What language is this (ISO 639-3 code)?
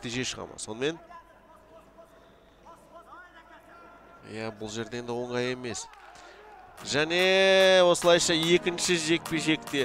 kaz